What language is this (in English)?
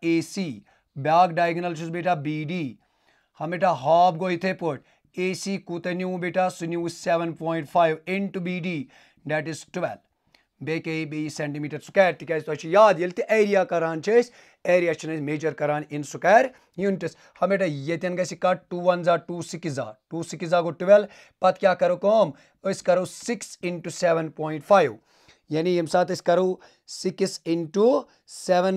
Kashmiri